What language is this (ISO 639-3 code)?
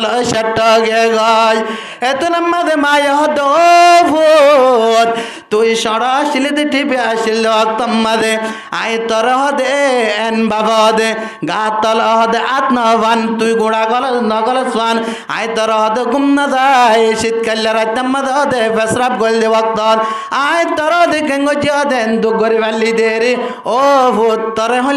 rhg